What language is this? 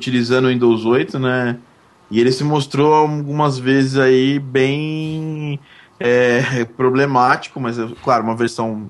Portuguese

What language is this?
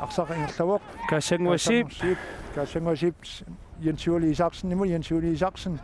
Kalaallisut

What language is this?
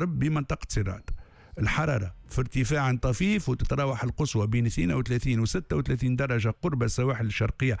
Tunisian Arabic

